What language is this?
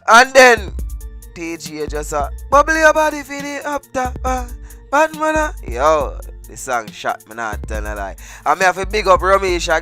Jamaican Creole English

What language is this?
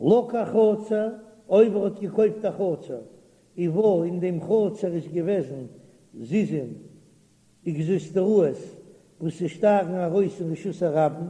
Yiddish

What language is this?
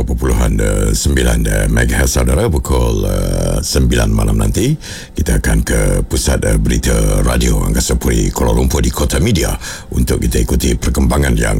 Malay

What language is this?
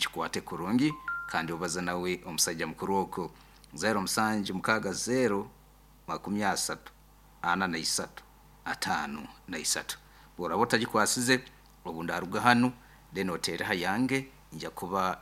Nyankole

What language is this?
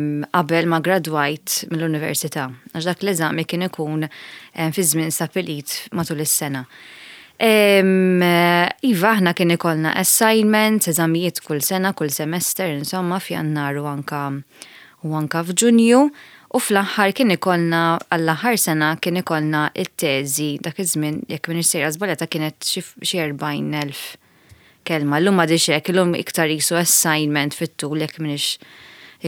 Maltese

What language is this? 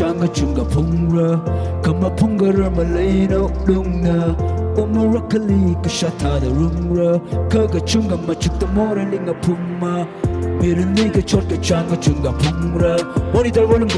Tangkhul Naga (India)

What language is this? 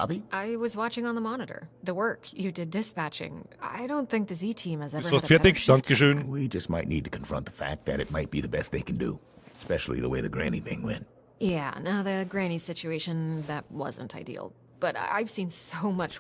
Bavarian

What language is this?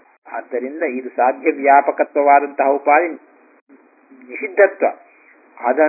Kannada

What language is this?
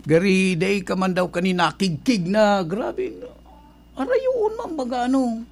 Bikol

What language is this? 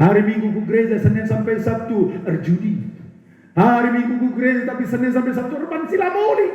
Batak Karo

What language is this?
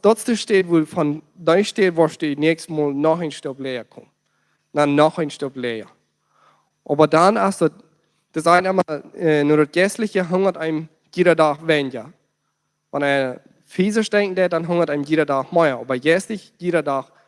Plautdietsch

